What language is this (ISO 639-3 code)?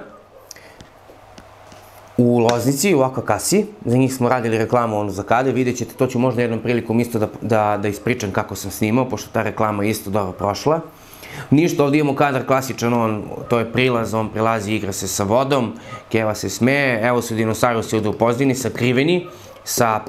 srp